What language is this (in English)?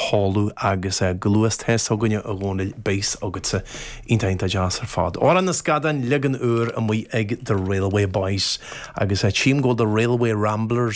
Irish